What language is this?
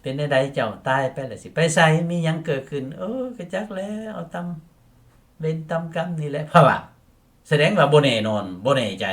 Lao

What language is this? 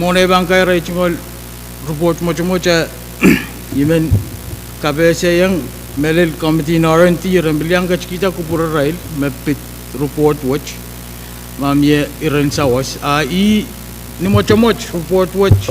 Pohnpeian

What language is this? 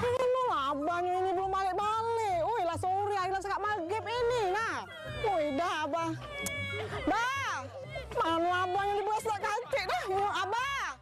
Musi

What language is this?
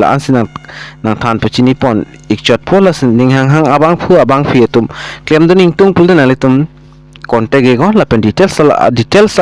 Karbi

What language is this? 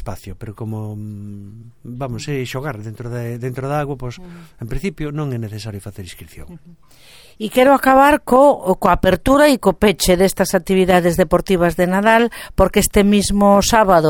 Galician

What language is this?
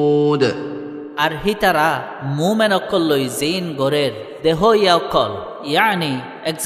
Rohingya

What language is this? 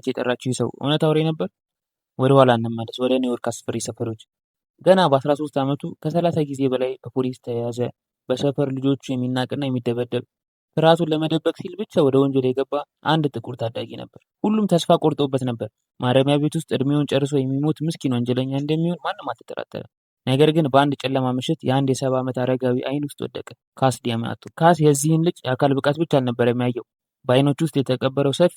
Amharic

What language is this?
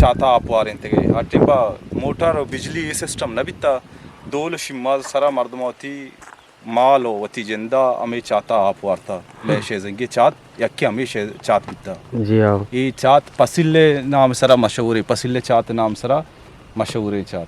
Eastern Balochi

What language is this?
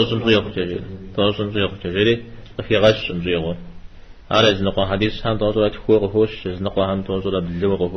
Kabardian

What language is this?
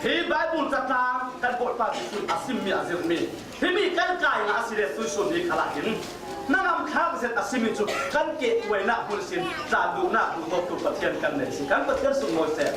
Falam Chin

